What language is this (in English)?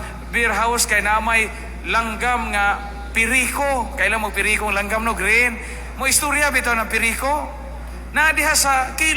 Cebuano